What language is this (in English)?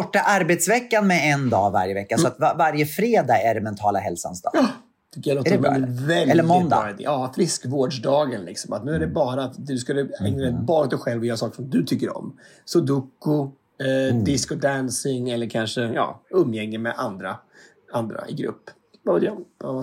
Swedish